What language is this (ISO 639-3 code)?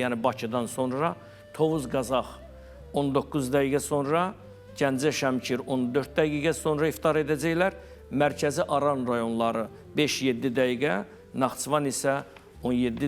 aze